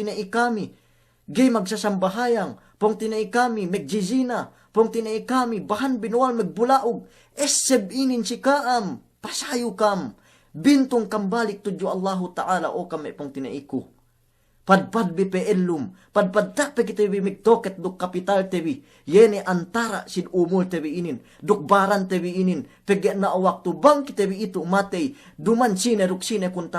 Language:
Yakan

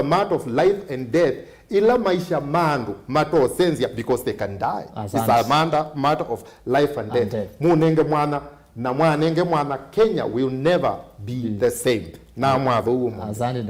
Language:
Kamba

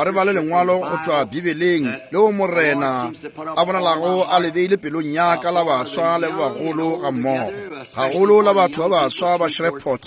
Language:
Northern Sotho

